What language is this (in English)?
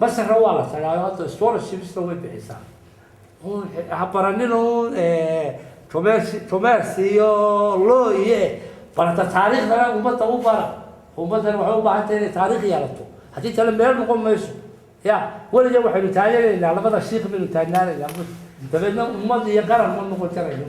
Somali